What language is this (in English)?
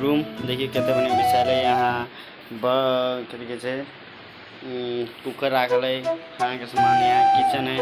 Maithili